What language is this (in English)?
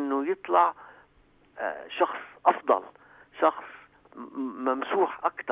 North Levantine Arabic